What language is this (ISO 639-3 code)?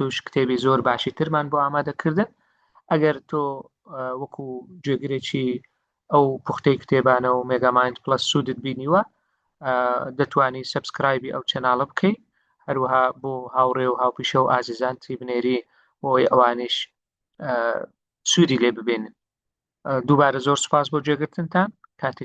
ckb